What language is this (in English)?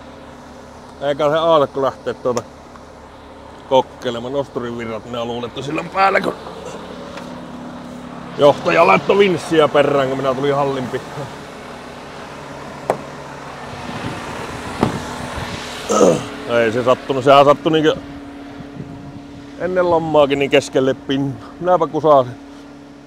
Finnish